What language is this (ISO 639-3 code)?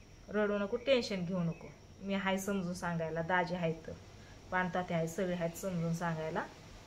mar